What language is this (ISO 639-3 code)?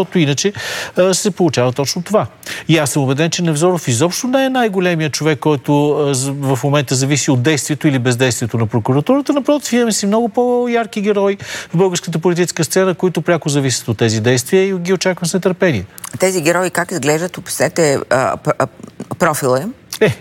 bul